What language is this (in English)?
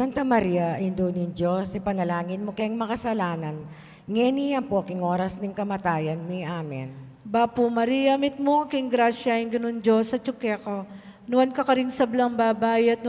Pampanga